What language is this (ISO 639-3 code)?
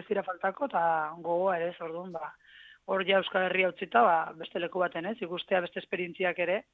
eus